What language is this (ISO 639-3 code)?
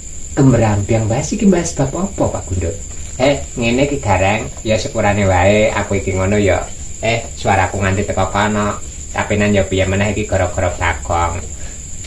jav